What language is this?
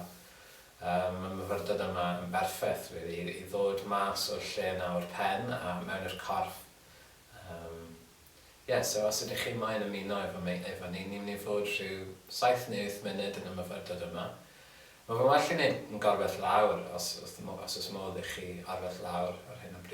Welsh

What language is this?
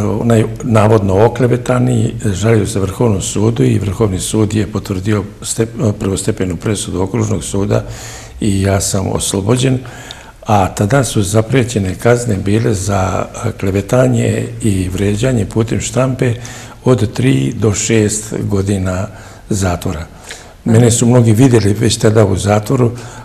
Serbian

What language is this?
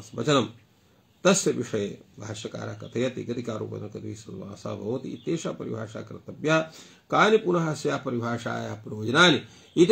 Sanskrit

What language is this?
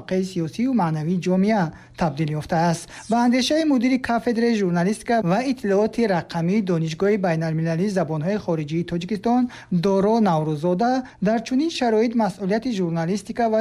Tajik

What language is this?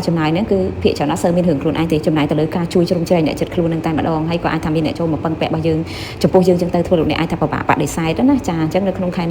Khmer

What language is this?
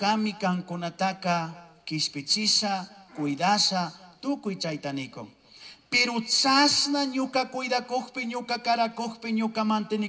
Chimborazo Highland Quichua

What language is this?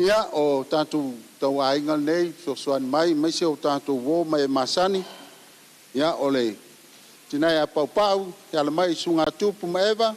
Samoan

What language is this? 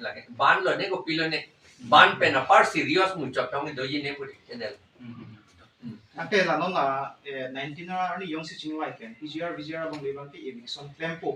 Karbi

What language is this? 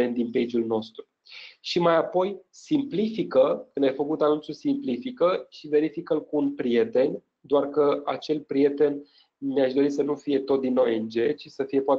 Romanian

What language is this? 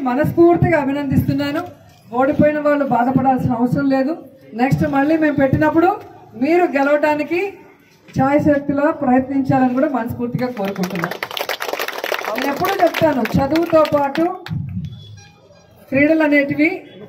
Telugu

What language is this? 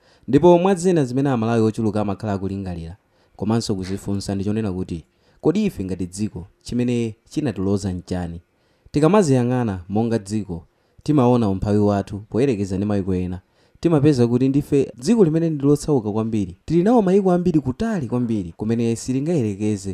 Nyanja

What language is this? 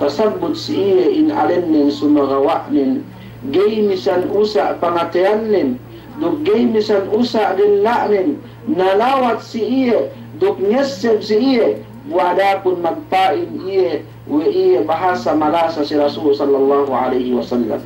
Yakan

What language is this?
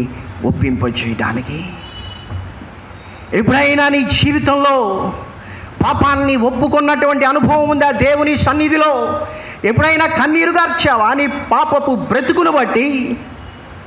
Telugu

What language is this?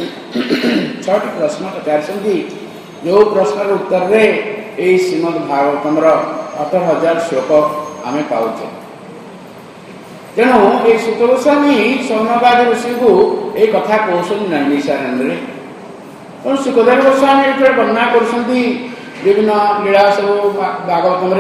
Odia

